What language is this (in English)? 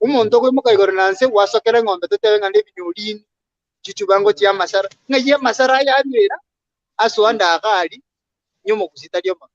Gusii